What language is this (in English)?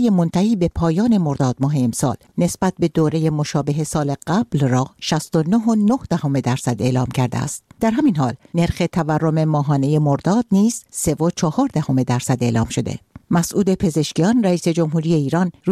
Persian